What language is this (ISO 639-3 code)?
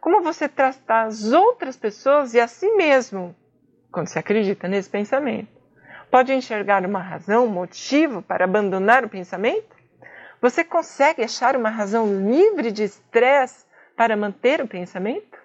por